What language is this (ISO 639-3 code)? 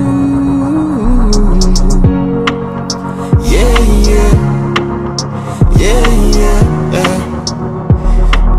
eng